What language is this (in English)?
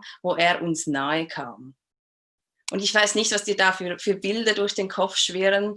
Swiss German